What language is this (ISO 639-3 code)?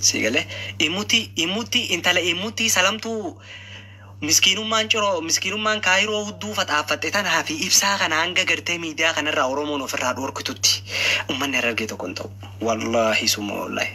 orm